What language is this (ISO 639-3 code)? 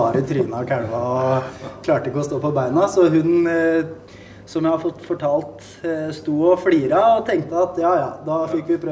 nor